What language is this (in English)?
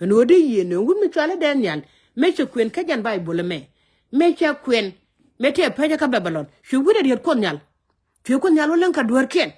Nuer